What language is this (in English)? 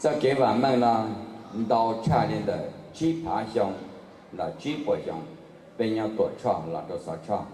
Hmong